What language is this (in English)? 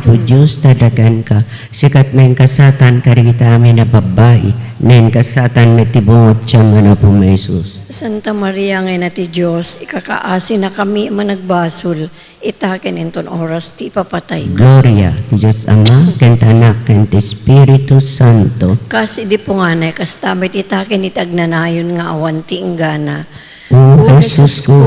Iloko